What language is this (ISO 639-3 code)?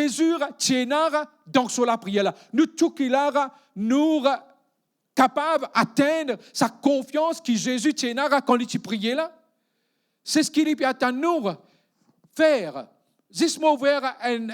mfe